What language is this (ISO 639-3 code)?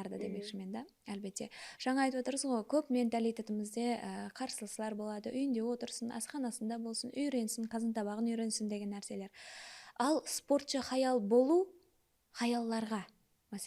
kaa